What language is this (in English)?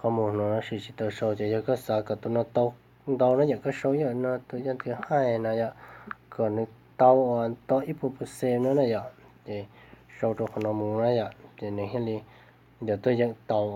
Hmong